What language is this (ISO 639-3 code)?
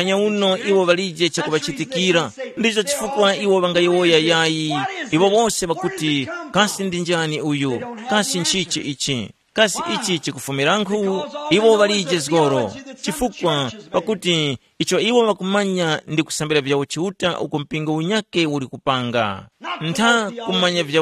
tum